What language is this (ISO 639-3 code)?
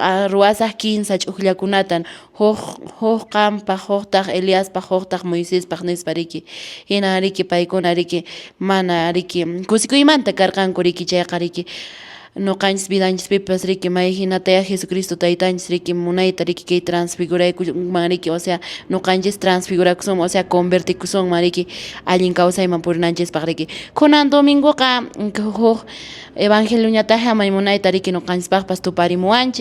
que